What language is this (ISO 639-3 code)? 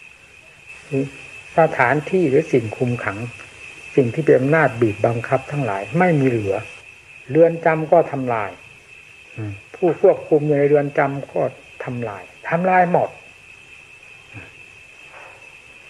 tha